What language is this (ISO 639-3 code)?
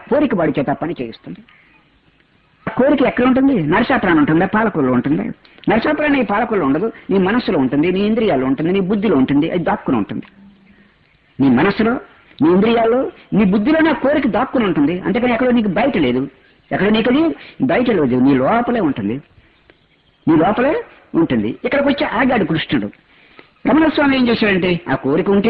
tel